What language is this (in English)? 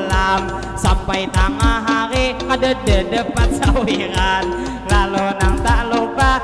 Banjar